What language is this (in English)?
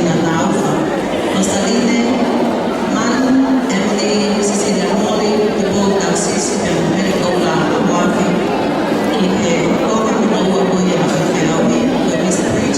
Tongan